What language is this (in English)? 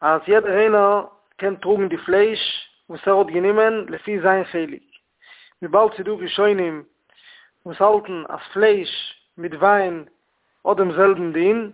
Yiddish